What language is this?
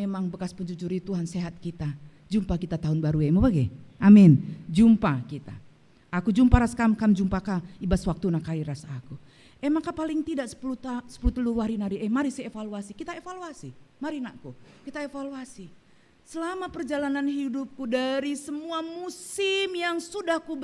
Batak Karo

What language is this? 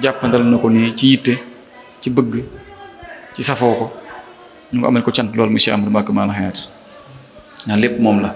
Wolof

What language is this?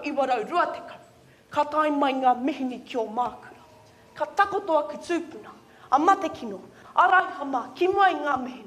Māori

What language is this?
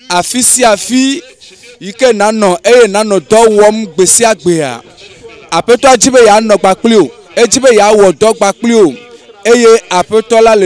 Ewe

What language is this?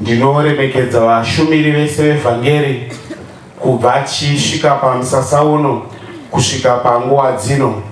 Shona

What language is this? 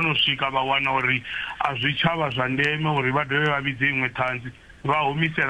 Venda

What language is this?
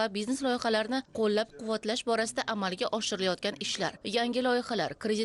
Uzbek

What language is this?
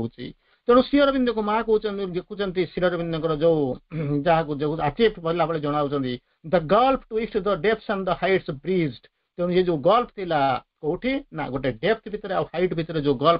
Odia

